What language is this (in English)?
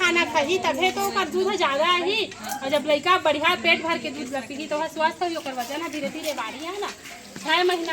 Chhattisgarhi